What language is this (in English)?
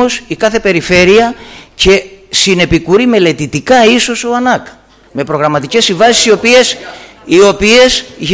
Greek